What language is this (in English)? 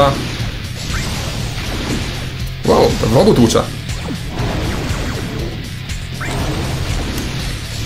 Polish